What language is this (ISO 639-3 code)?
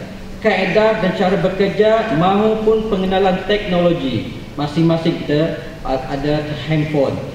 msa